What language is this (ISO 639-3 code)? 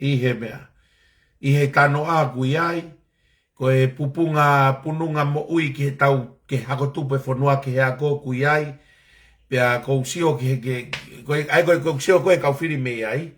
ton